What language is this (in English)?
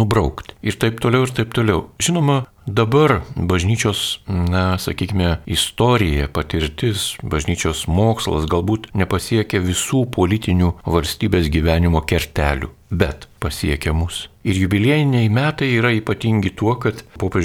Lithuanian